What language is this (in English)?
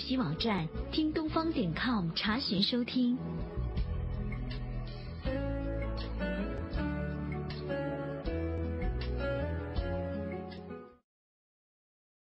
Chinese